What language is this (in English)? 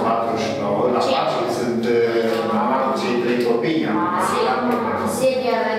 Romanian